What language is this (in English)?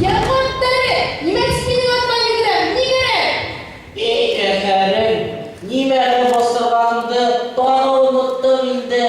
Bashkir